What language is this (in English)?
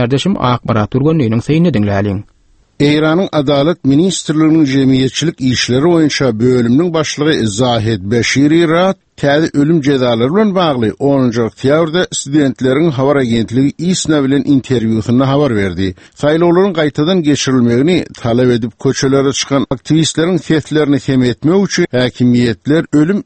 Turkmen